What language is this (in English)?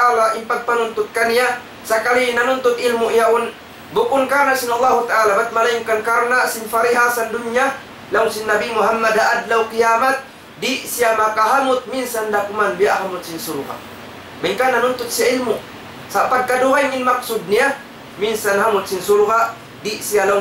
Tausug